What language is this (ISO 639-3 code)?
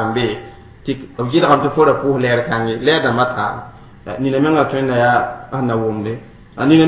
mos